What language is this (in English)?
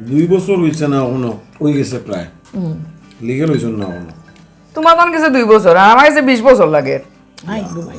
Sylheti